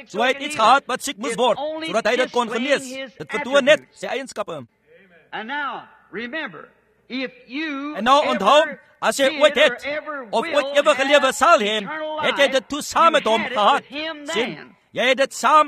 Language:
Afrikaans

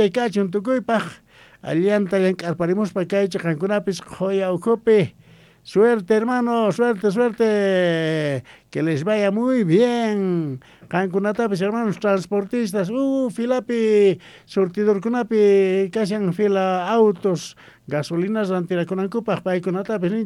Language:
South Bolivian Quechua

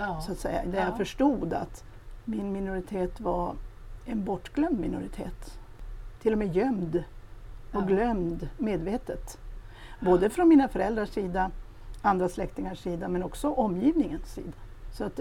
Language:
Swedish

